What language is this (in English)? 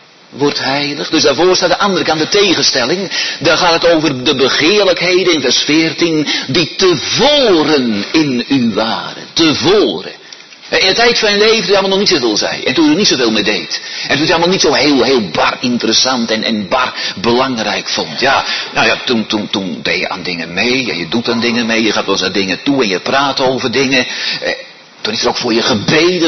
Dutch